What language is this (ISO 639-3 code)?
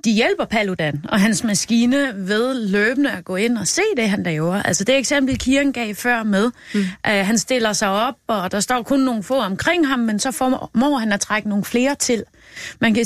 dan